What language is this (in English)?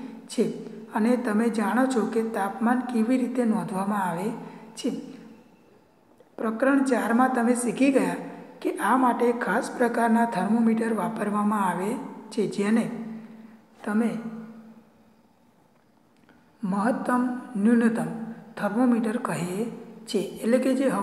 Gujarati